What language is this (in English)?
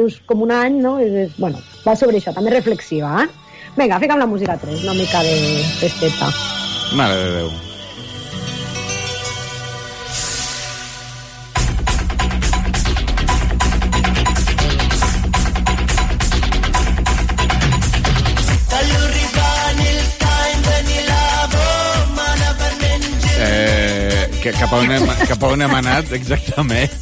Catalan